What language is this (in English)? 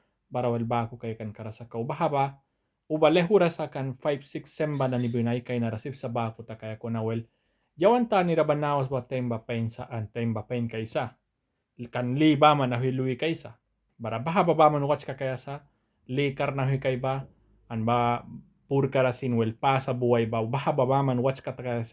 Mískito